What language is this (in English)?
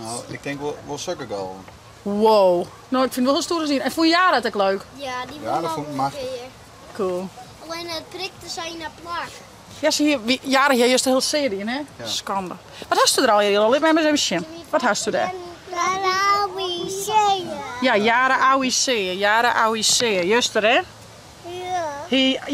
Western Frisian